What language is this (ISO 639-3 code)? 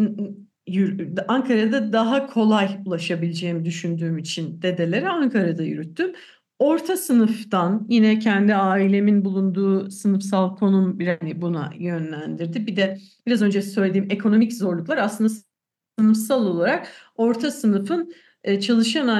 tur